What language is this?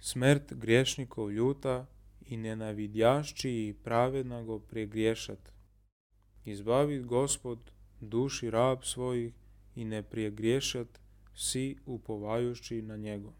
Serbian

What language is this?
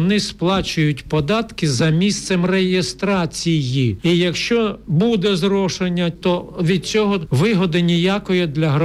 Ukrainian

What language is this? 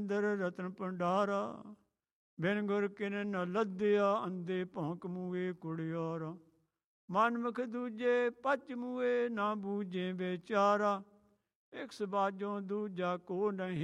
Punjabi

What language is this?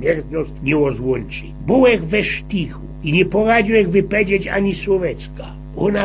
Silesian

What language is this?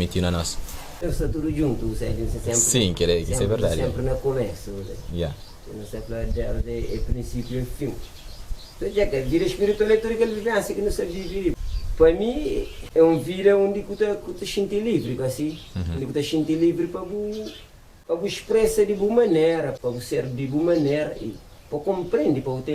Kabuverdianu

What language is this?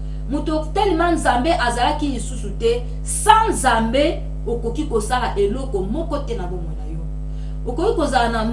Lingala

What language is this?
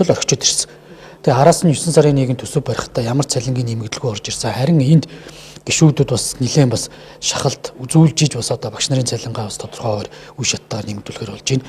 Mongolian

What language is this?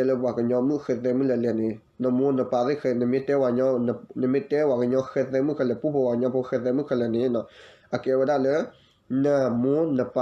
S'gaw Karen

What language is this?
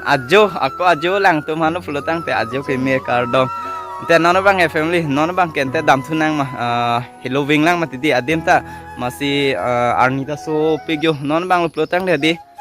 Karbi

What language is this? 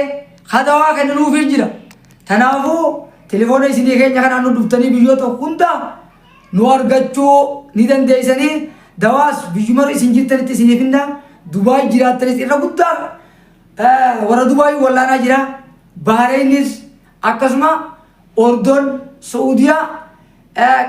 Oromo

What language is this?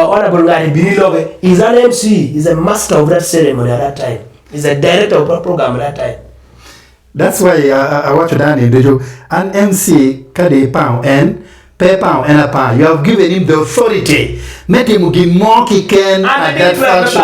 Acoli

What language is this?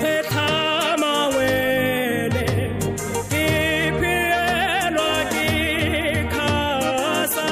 Tswana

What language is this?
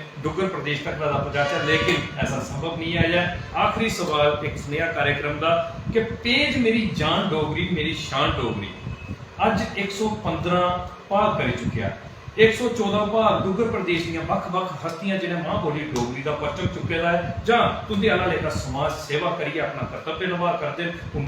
Dogri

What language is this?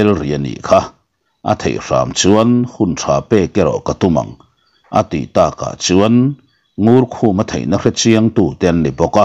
Mizo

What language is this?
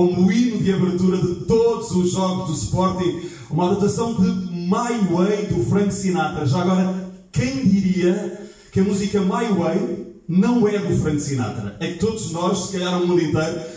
Portuguese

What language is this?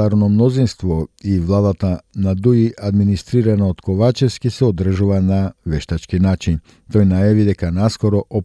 Macedonian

